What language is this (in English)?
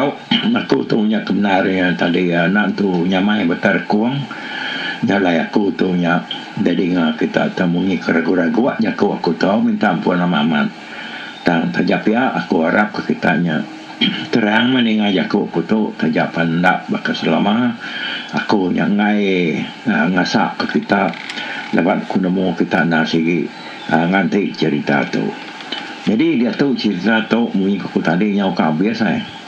Iban